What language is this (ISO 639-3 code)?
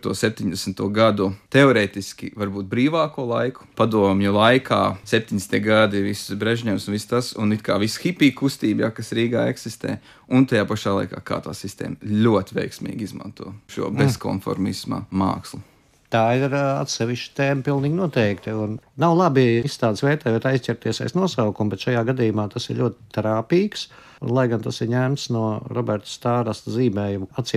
lav